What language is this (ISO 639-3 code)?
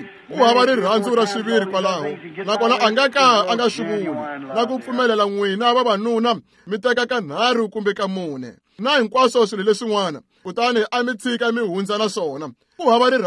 tso